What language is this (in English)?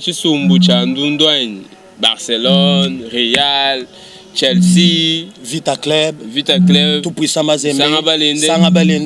Luba-Lulua